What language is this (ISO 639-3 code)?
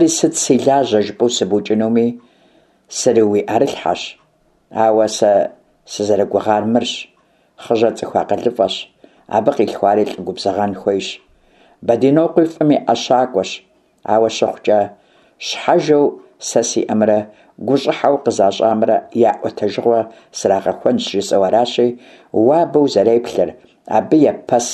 kbd